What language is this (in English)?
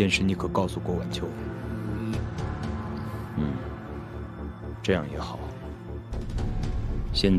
Chinese